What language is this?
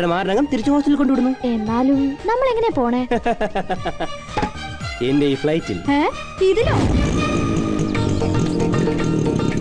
Malayalam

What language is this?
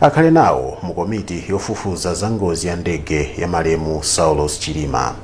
Nyanja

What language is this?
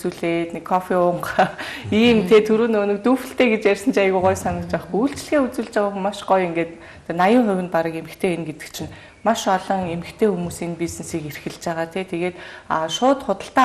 Mongolian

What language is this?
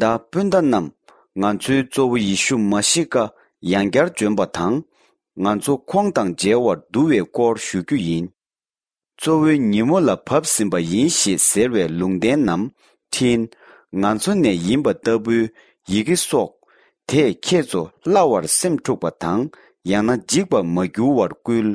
Tibetan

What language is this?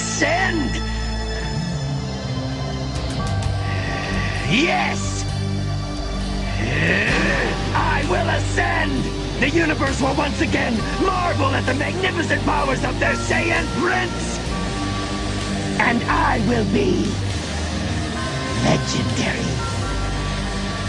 English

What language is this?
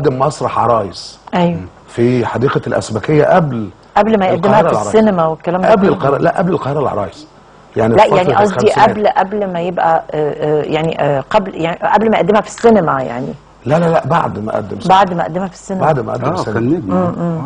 Egyptian Arabic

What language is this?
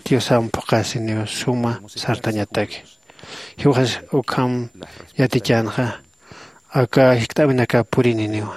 Aymara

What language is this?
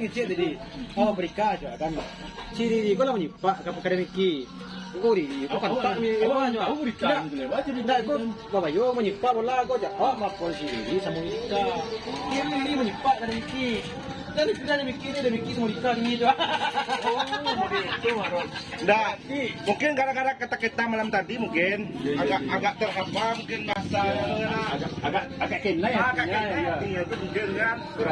Minangkabau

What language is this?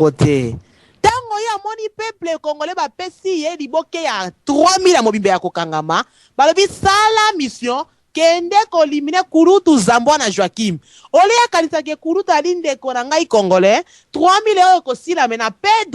Lingala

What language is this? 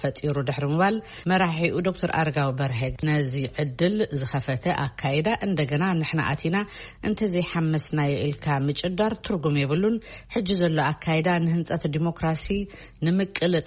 Tigrinya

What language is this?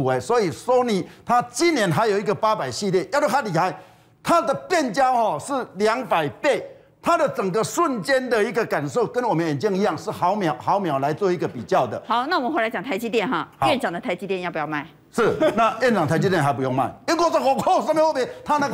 Chinese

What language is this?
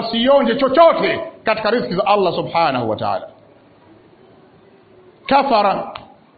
Swahili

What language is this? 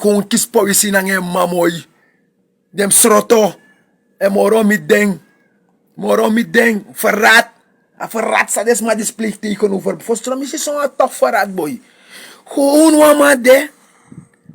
Sranan Tongo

